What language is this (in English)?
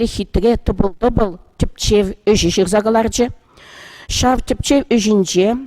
Chuvash